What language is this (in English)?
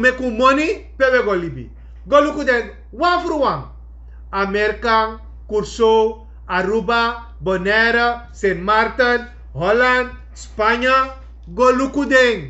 Sranan Tongo